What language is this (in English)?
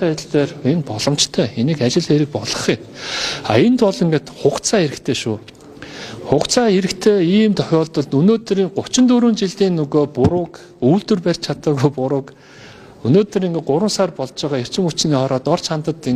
Mongolian